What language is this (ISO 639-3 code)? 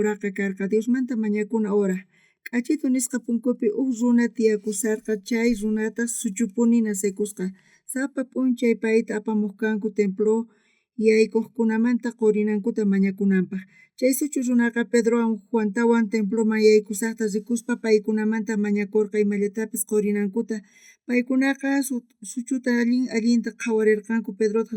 quh